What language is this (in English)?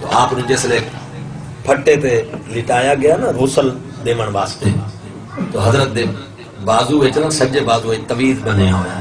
Saraiki